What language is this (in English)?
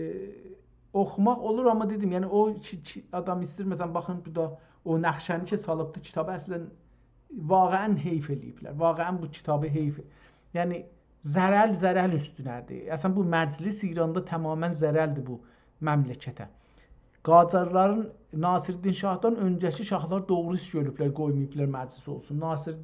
South Azerbaijani